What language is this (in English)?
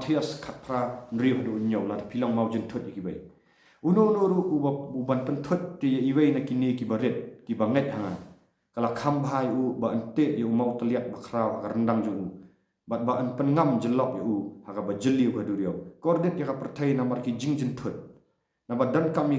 Khasi